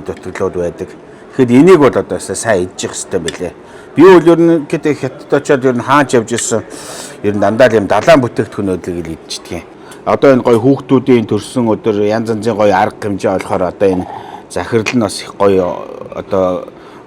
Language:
Mongolian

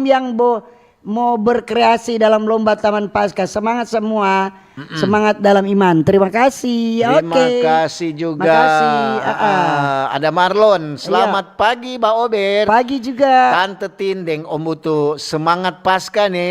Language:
Manado Malay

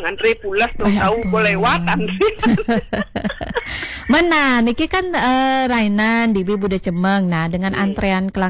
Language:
Balinese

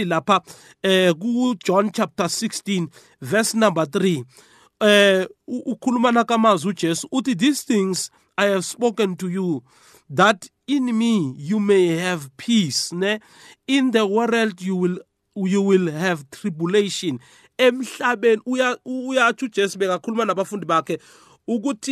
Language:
South Ndebele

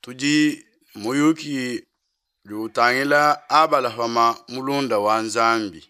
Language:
Luba-Lulua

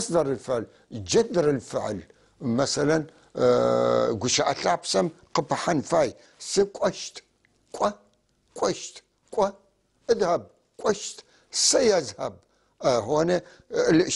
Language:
North Levantine Arabic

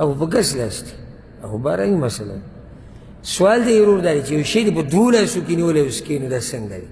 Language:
Pashto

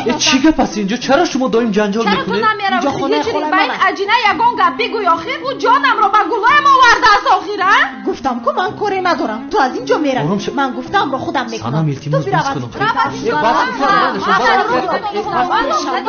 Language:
Tajik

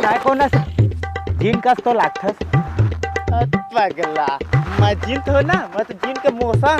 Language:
Chhattisgarhi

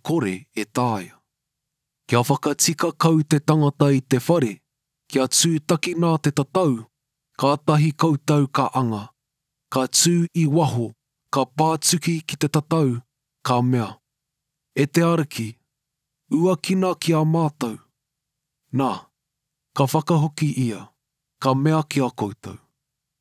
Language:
Māori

